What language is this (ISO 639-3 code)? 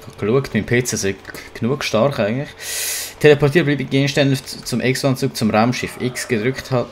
gsw